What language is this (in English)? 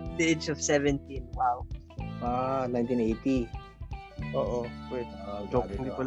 Filipino